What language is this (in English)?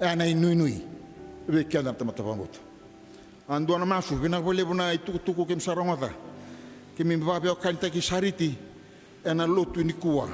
Fijian